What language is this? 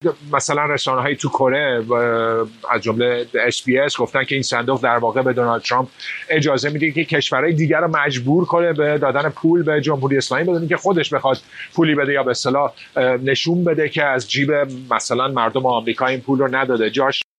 Persian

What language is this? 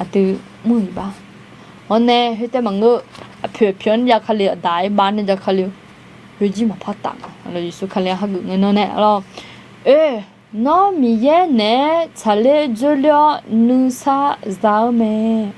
Akha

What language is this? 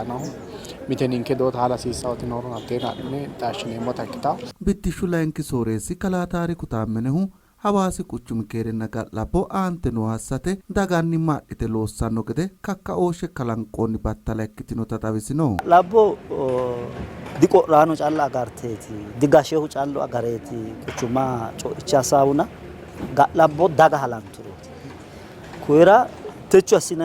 Sidamo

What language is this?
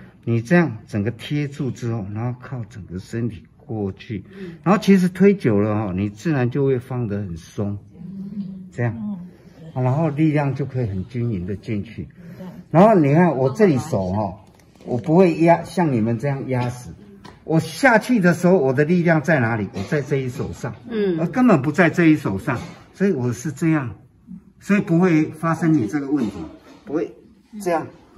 Chinese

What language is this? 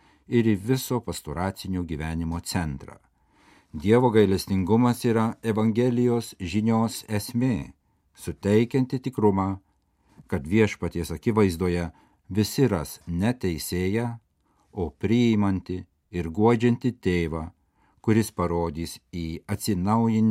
Lithuanian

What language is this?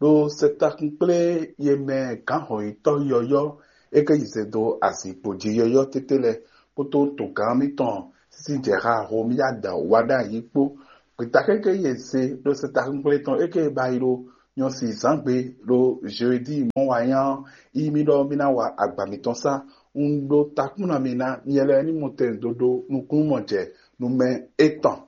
Fon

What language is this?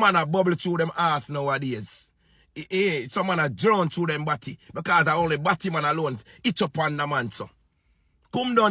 Jamaican Creole English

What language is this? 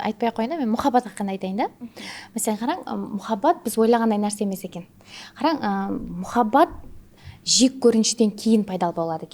Kara-Kalpak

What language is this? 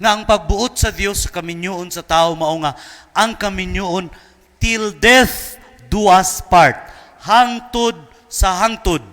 Cebuano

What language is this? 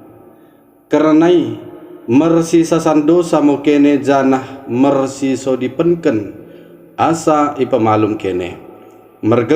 Batak Dairi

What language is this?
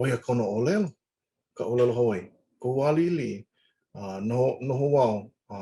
Hawaiian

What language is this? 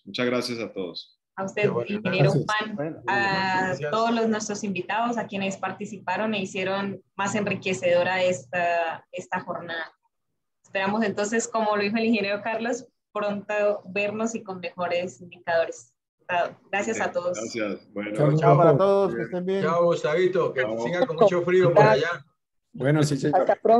Spanish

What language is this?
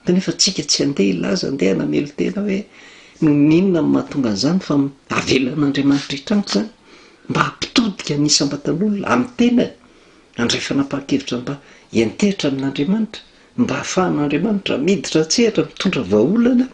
Malagasy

